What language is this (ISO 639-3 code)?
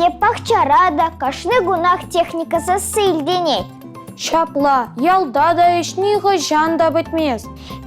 chv